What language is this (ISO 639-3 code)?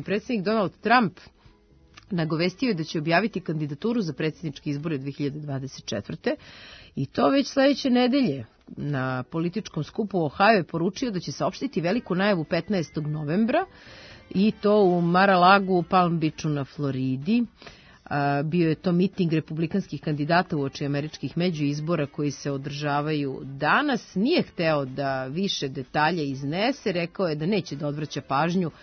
srp